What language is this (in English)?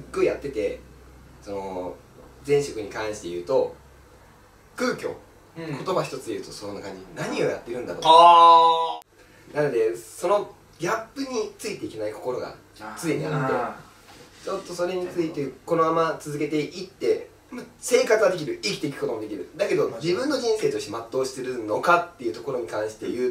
Japanese